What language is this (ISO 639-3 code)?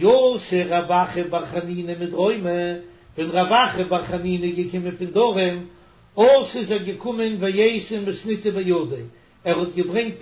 yid